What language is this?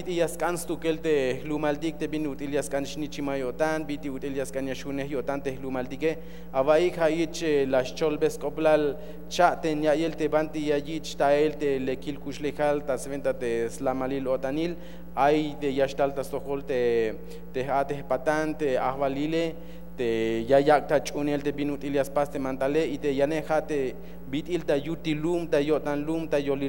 Tzeltal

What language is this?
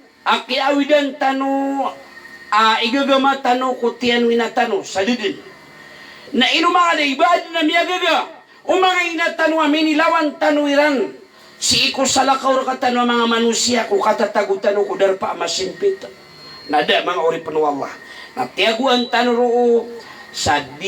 Maranao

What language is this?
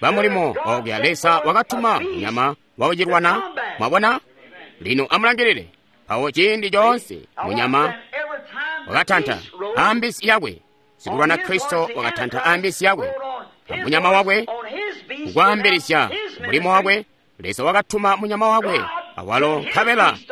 Tonga (Zambia)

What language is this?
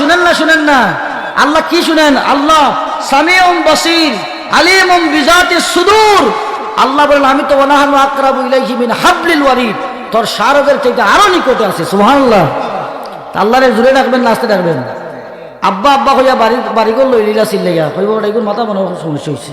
Sylheti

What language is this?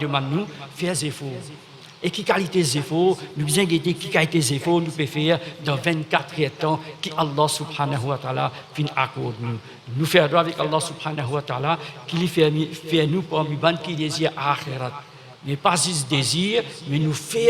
Morisyen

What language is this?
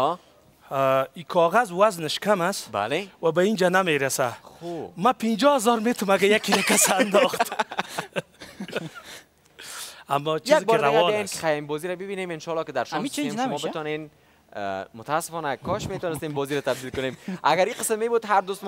Persian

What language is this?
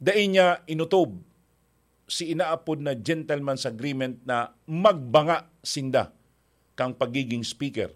Bikol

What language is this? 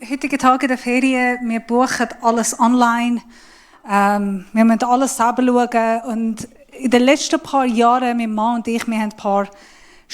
Swiss German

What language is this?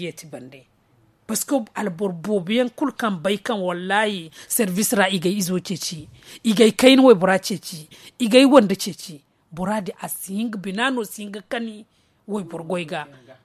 Zarma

